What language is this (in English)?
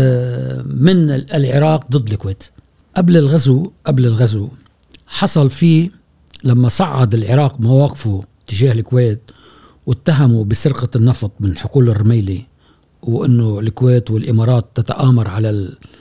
Gulf Arabic